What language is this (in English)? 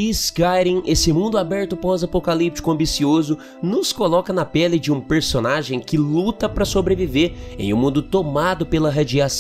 Portuguese